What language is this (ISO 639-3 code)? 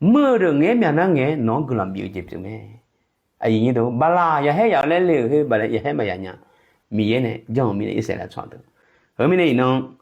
ahk